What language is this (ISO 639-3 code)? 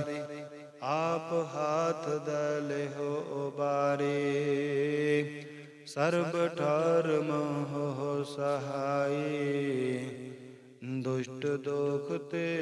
pan